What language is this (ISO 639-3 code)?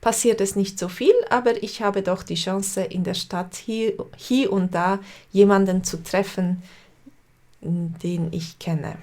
gsw